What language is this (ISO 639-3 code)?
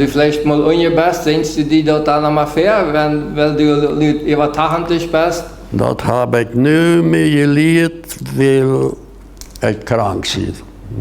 pdt